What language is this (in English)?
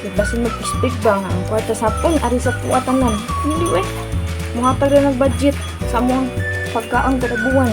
Cebuano